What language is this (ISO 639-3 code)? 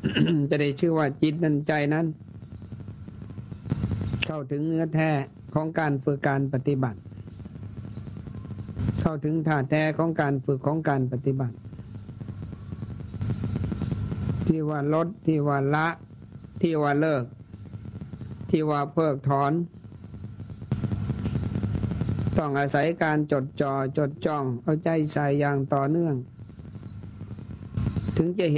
tha